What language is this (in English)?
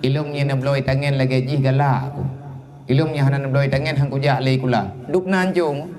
Achinese